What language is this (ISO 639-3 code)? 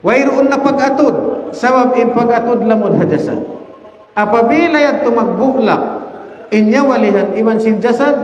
tsg